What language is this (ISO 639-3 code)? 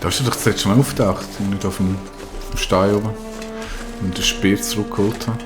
gsw